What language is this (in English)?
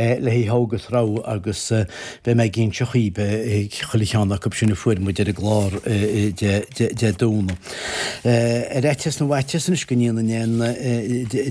Irish